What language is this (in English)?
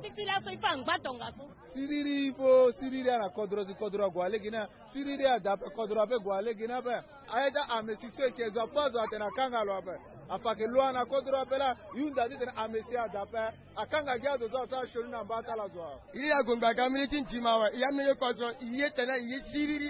Sango